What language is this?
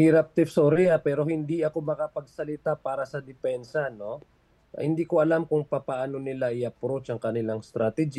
Filipino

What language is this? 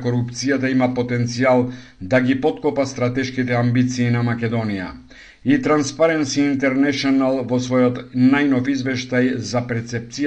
Macedonian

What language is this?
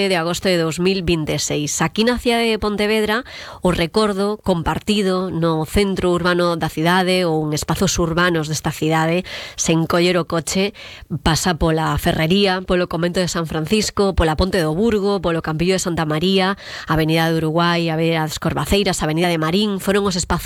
Galician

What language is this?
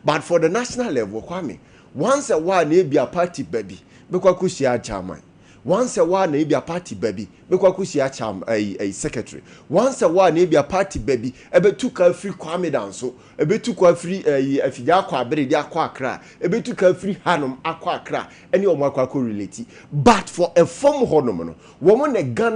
Akan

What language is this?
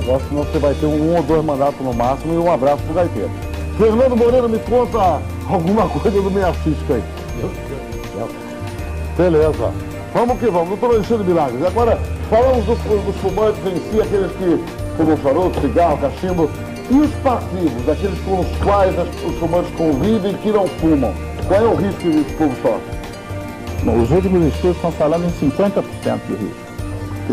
Portuguese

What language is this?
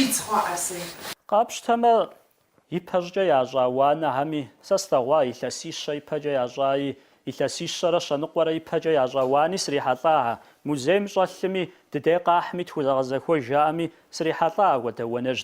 Kabardian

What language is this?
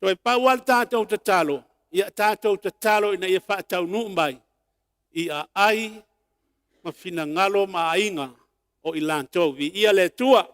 Samoan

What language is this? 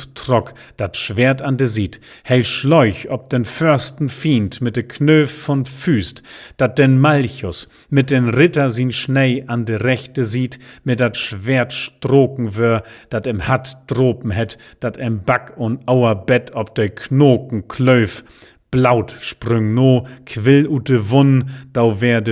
Low German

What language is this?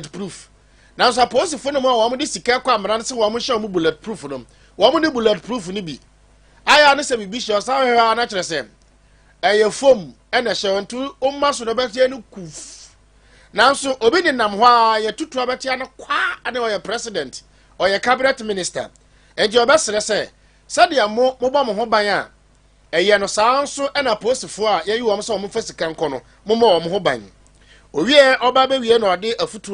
Akan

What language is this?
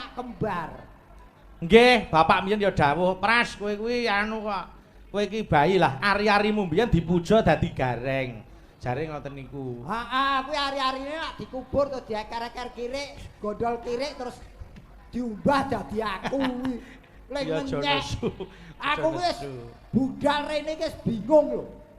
Javanese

